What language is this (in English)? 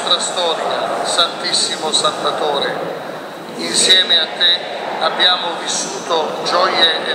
Italian